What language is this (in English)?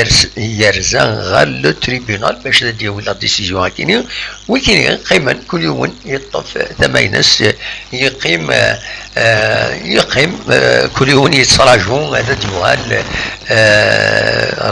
Kabyle